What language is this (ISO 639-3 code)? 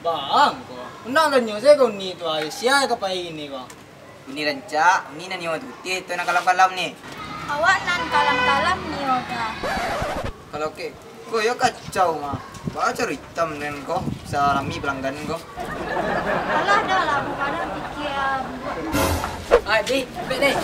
min